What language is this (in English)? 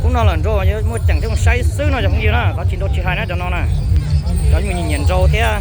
Hmong